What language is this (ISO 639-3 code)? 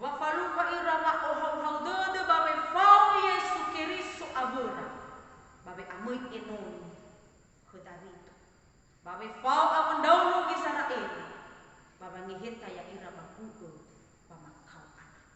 nia